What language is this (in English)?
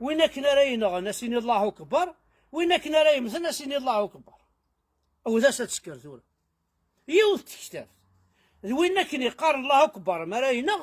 Kabyle